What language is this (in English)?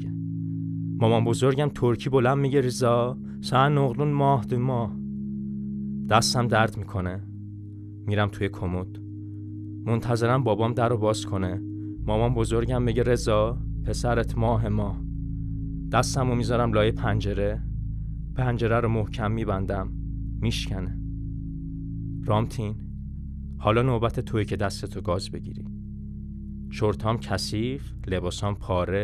Persian